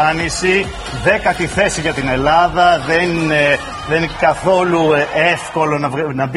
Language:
Greek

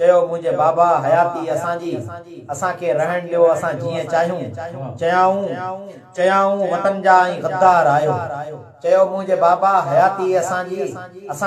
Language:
Sindhi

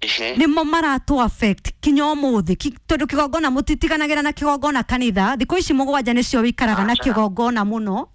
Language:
Kikuyu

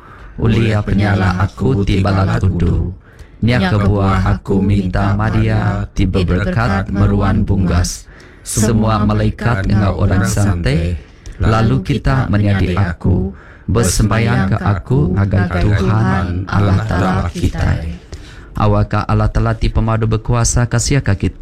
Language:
Iban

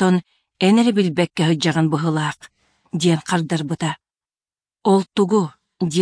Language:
Yakut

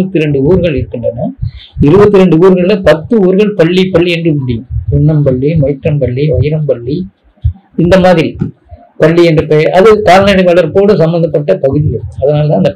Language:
Tamil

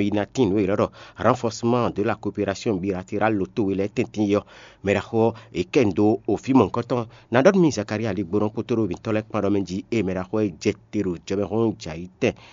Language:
Fon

